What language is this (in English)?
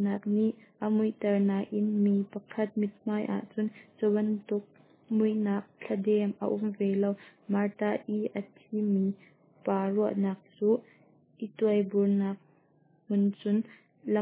Hakha Chin